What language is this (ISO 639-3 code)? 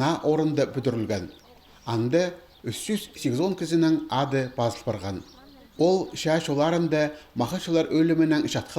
kjh